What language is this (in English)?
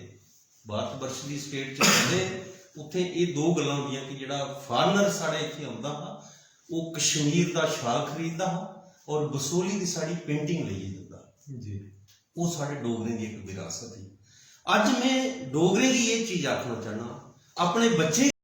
Dogri